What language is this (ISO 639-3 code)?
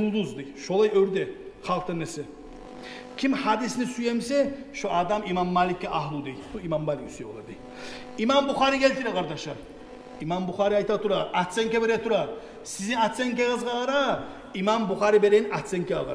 kum